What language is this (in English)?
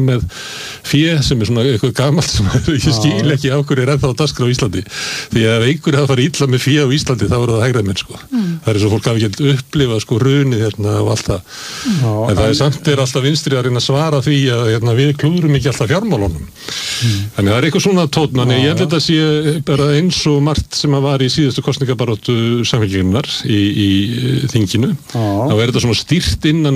Icelandic